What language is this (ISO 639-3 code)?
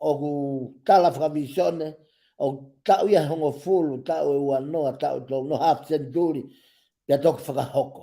ton